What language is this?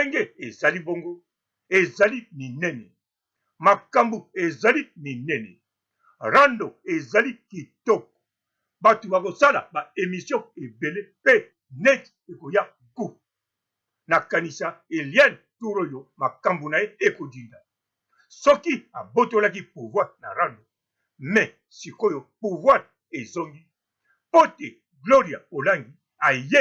Lingala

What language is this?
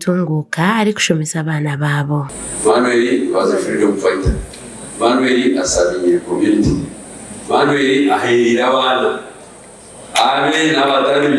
Nyankole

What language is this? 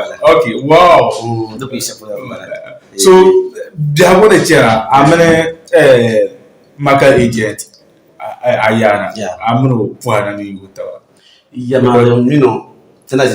Dagbani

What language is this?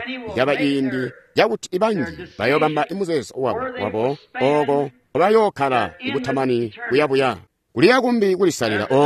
Tonga (Zambia)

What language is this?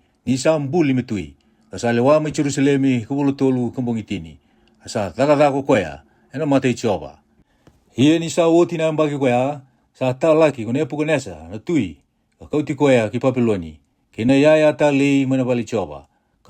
Fijian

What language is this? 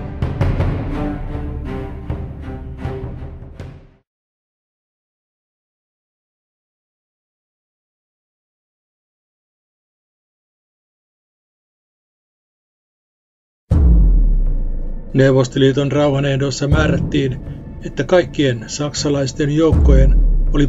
Finnish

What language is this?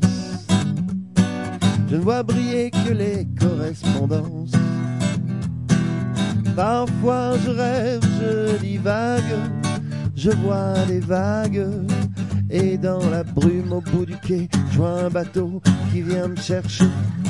French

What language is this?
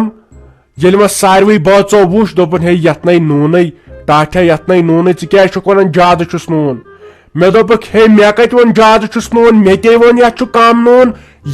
Kashmiri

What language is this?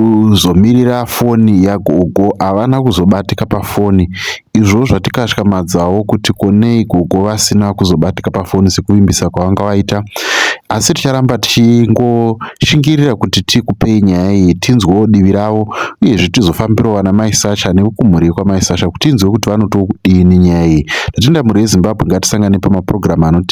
Shona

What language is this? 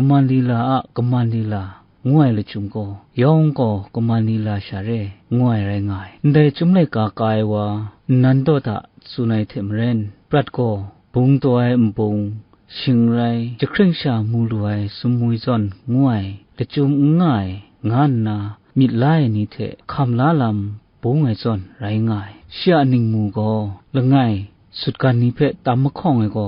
Kachin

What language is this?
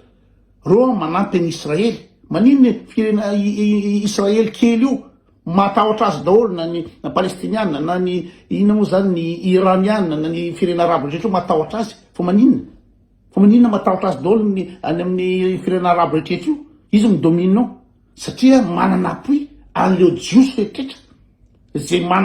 Malagasy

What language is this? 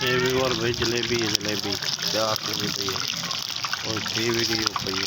Saraiki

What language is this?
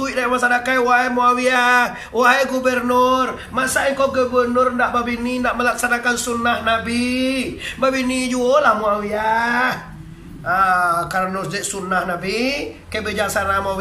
Minangkabau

